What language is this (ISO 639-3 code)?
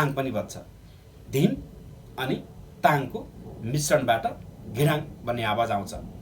nep